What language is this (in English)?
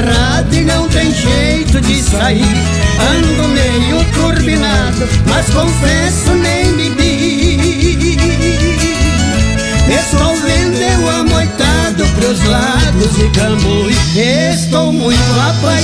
Portuguese